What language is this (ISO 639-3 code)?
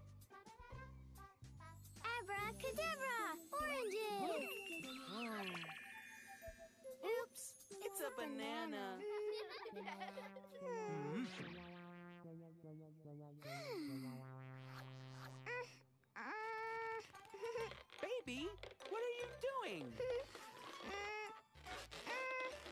eng